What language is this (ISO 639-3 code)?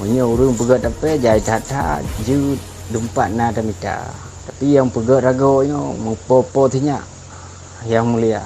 ace